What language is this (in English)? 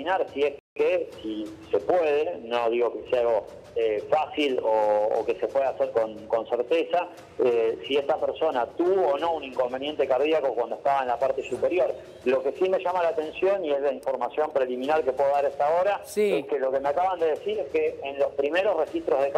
Spanish